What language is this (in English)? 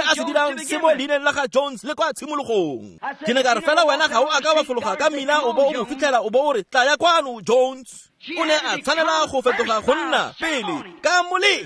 Tswana